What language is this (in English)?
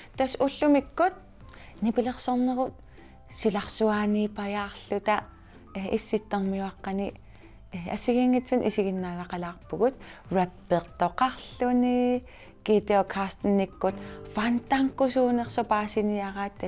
Kalaallisut